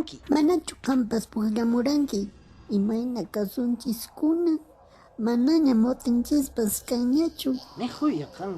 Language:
Quechua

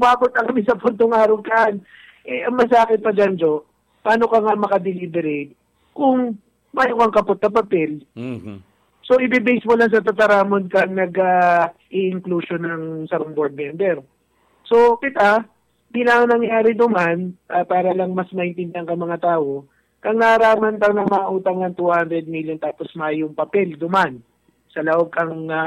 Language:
Bikol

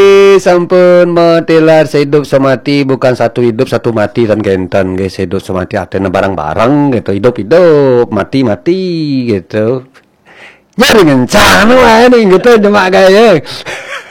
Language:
Balinese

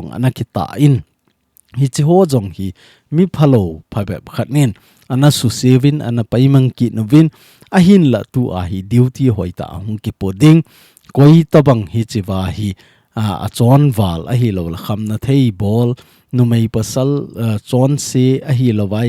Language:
Thado Chin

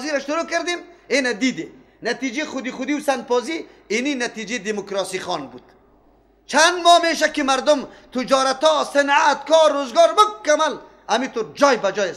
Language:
Persian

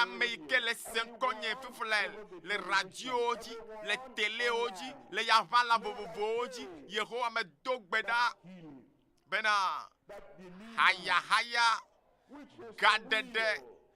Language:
Ewe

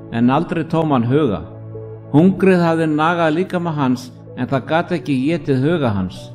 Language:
Icelandic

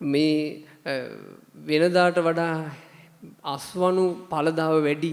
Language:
Sinhala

